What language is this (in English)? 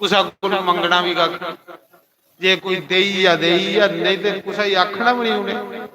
Dogri